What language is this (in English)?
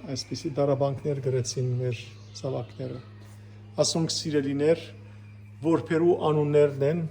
Western Armenian